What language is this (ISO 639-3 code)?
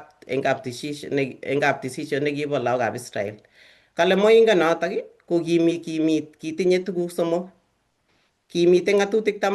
kln